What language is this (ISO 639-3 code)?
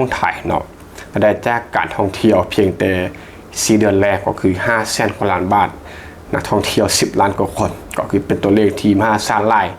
lao